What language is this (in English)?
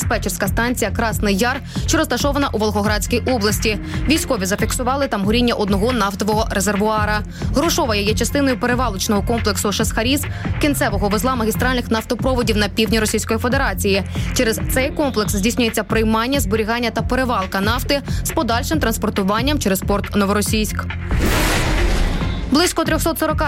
Ukrainian